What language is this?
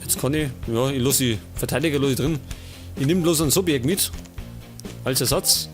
Bavarian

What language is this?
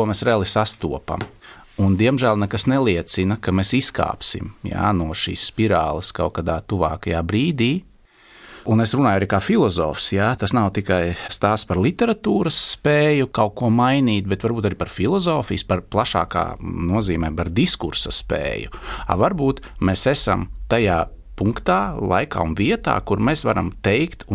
Latvian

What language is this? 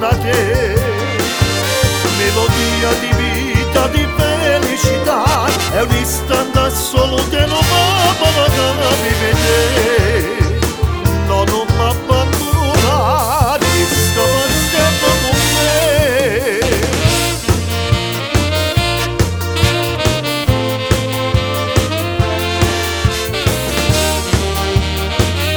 Italian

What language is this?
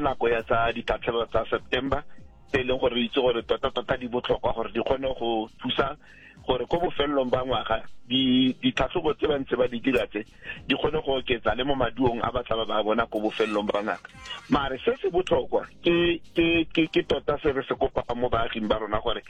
Tswana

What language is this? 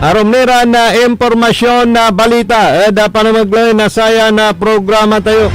Pangasinan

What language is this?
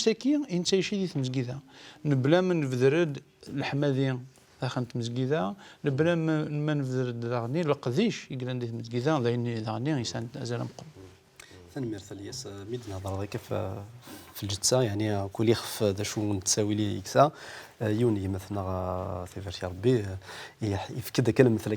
Kabyle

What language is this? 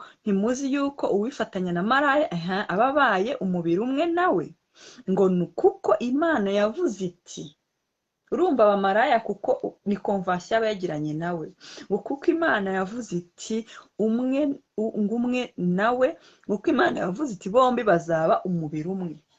Kinyarwanda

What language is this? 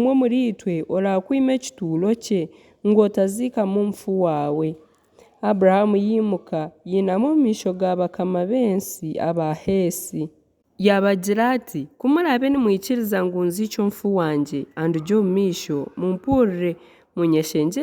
Nyankole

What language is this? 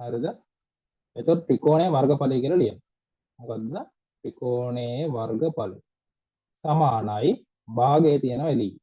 Sinhala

